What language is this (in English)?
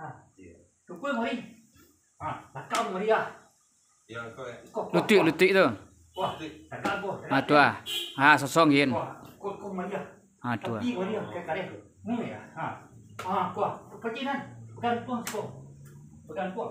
Minangkabau